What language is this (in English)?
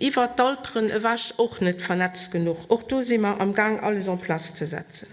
Luxembourgish